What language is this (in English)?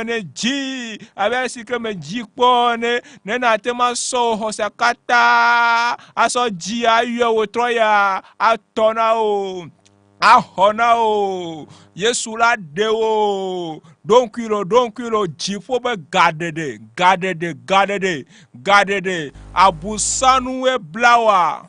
Ewe